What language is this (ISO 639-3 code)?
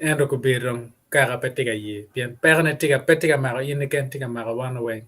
ach